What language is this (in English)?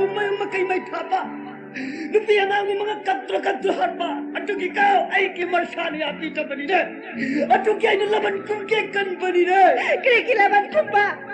Manipuri